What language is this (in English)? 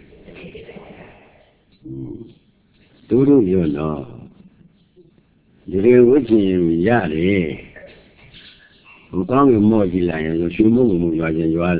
Burmese